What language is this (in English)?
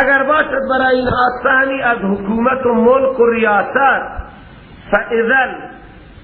Persian